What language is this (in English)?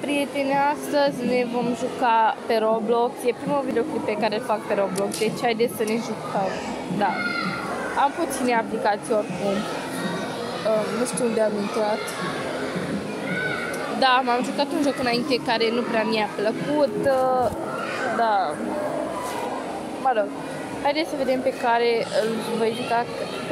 Romanian